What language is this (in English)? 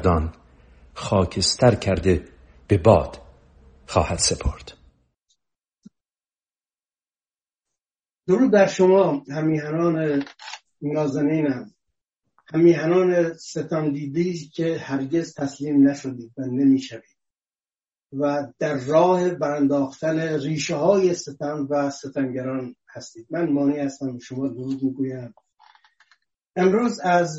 Persian